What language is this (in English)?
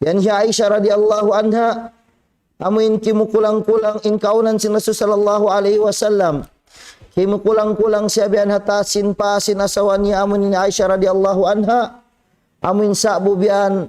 Tausug